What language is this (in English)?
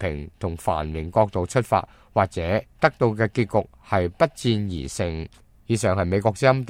Cantonese